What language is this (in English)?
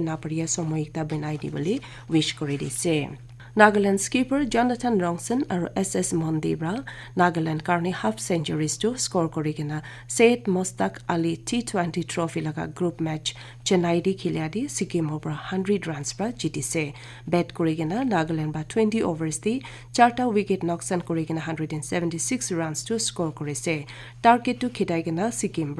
Naga Pidgin